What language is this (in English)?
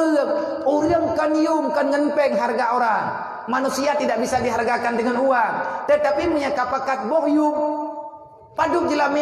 Achinese